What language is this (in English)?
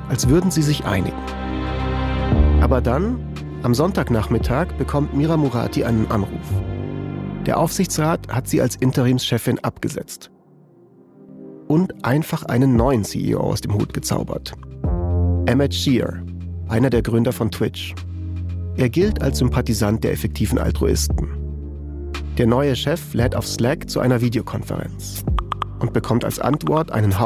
German